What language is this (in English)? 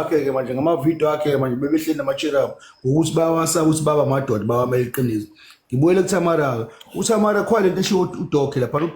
Zulu